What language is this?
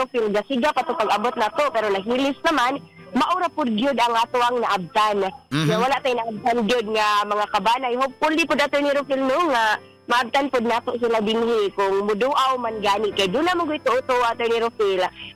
Cebuano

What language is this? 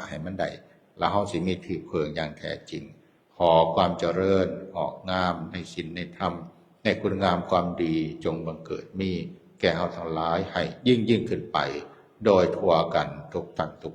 Northeastern Thai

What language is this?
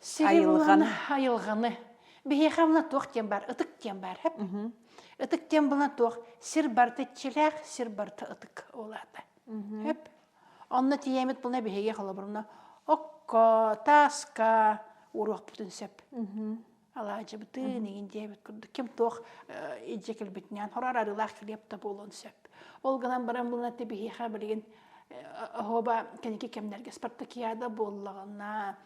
Yakut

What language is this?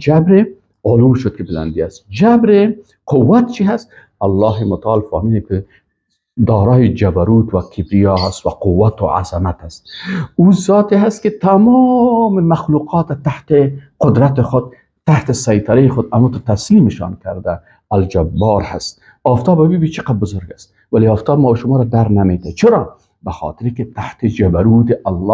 Persian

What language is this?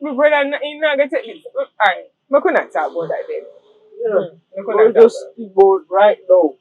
Jamaican Creole English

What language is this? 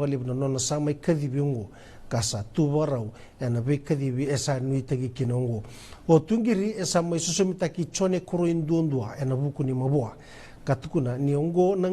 Fijian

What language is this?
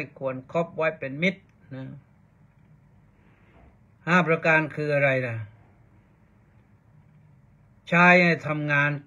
Thai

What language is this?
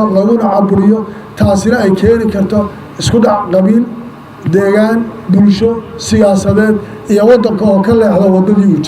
Somali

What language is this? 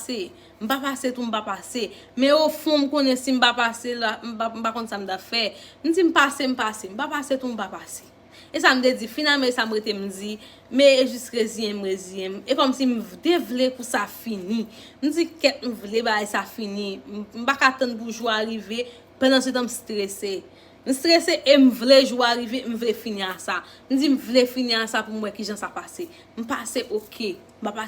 Haitian Creole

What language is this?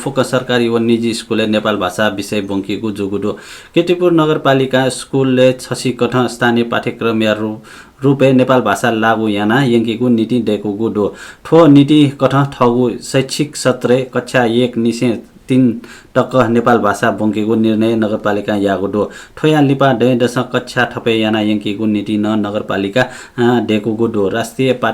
Newari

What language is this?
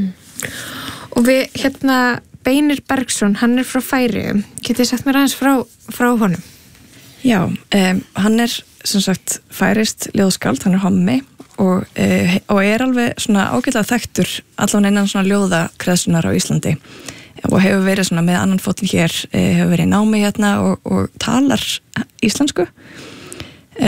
Icelandic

